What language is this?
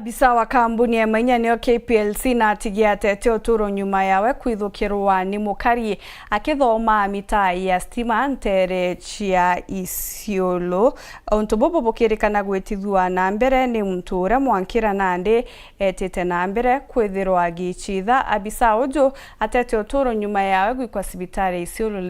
Meru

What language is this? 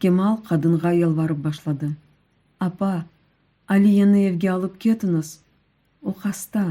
Crimean Tatar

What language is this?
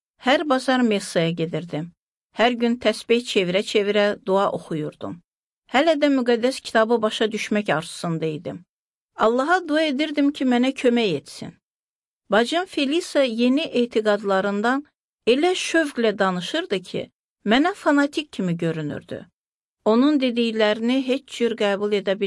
Azerbaijani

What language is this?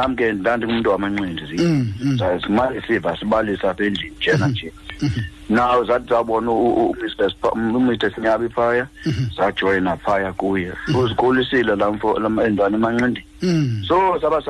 Xhosa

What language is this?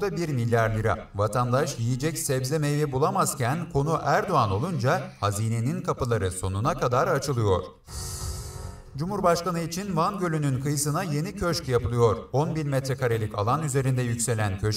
Turkish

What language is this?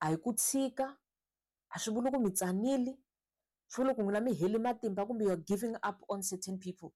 Tsonga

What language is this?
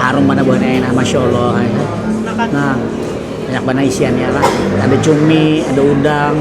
Banjar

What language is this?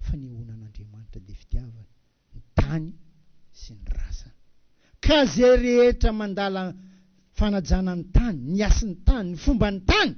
Malagasy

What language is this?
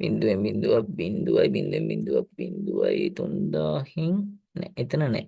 Sinhala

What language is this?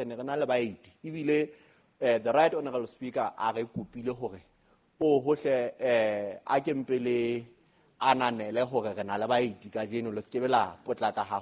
Southern Sotho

